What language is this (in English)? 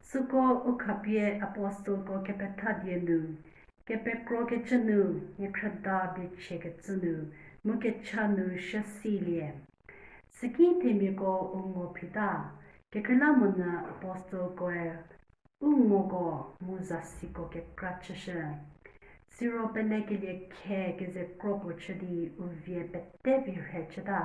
Angami Naga